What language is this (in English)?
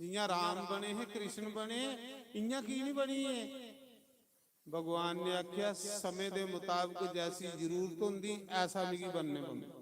Dogri